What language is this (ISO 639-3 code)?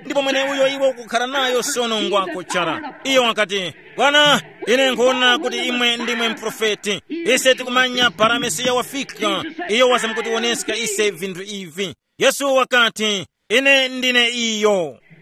tum